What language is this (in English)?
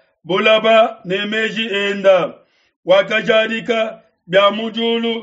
Luba-Lulua